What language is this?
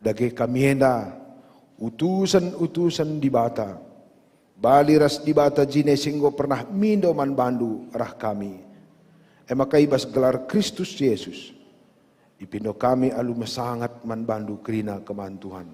Batak Karo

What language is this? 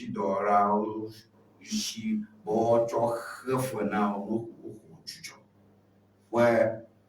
Ewe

